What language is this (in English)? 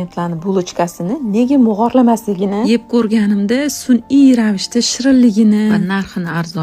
Uzbek